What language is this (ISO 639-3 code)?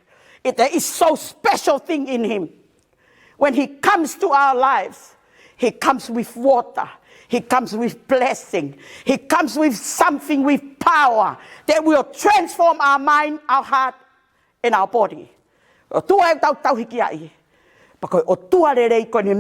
ton